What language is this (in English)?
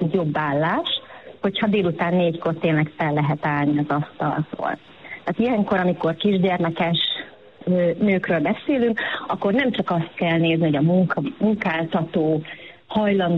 Hungarian